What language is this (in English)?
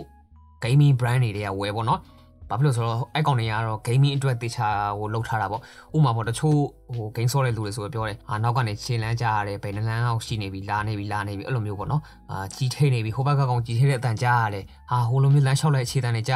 Burmese